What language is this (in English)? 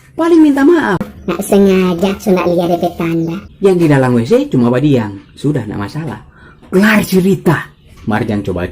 Manado Malay